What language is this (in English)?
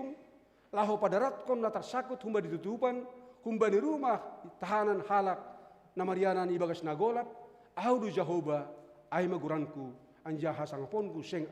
Batak Simalungun